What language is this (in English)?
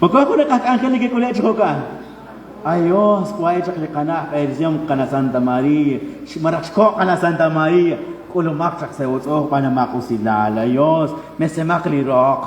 Kekchí